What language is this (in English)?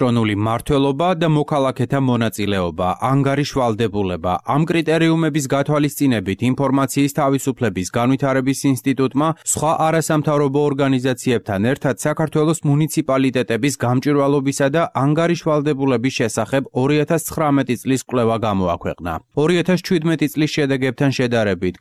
Georgian